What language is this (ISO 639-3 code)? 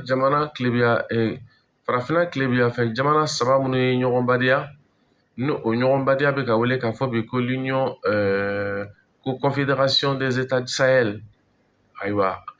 bam